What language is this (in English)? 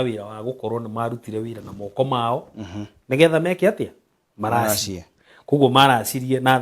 Kikuyu